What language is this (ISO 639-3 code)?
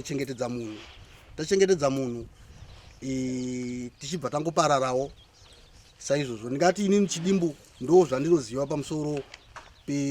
sna